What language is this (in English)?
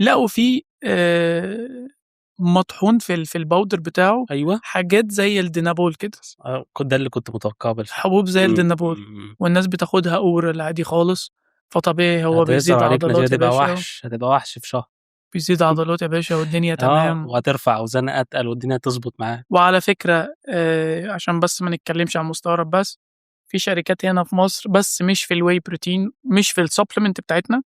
Egyptian Arabic